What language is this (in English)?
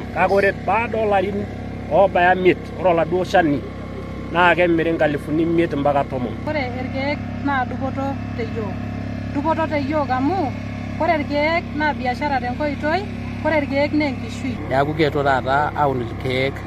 Masai